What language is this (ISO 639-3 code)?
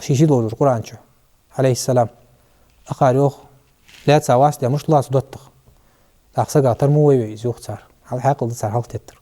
inh